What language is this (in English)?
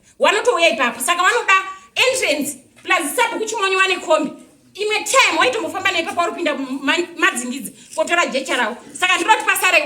Shona